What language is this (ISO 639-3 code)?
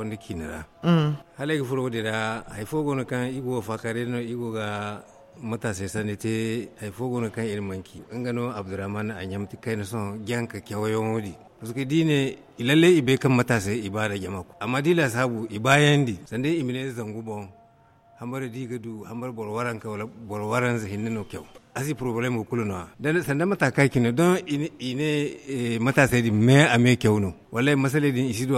dje